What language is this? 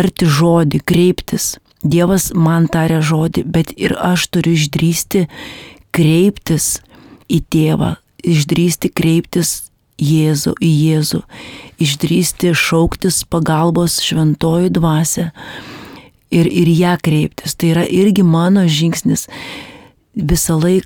Lithuanian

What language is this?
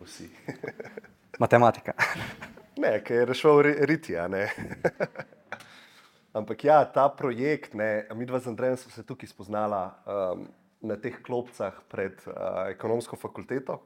Slovenian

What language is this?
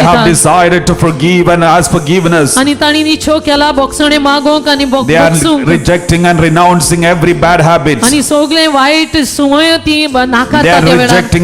Konkani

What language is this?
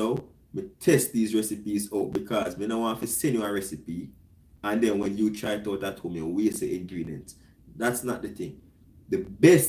Jamaican Creole English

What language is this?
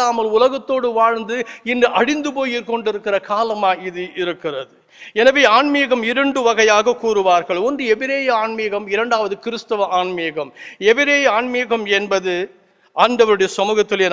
Tamil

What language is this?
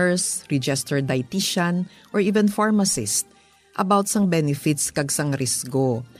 Hiligaynon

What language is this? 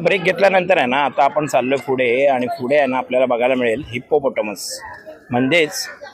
Marathi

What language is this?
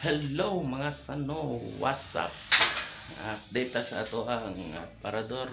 Cebuano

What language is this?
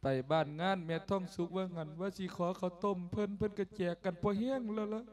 Lao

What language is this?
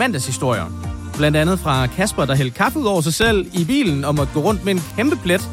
Danish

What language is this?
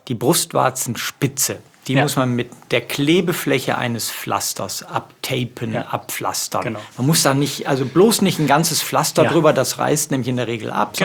German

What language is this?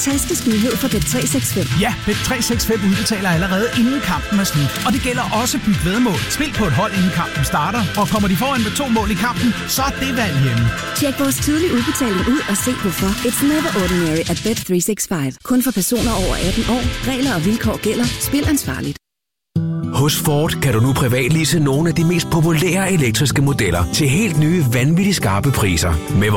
Danish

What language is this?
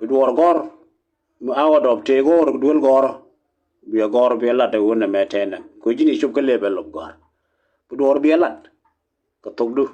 Nuer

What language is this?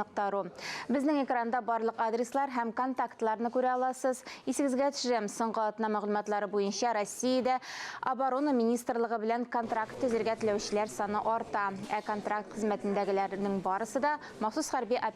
Tatar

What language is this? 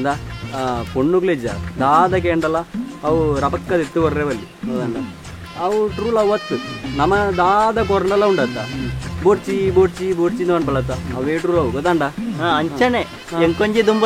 Tulu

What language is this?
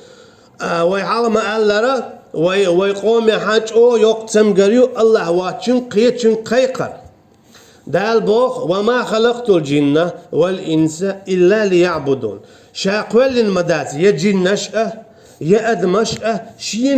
Chechen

